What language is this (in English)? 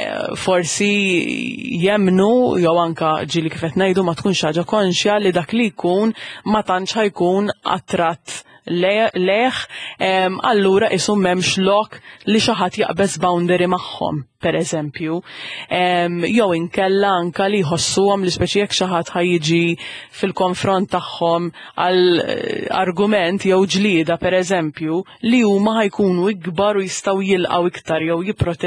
Maltese